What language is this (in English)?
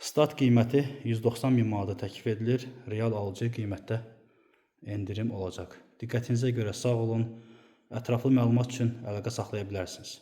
Azerbaijani